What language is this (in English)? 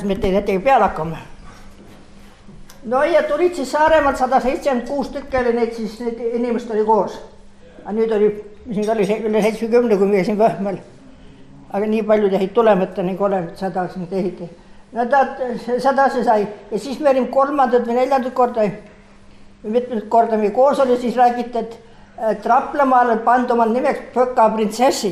Estonian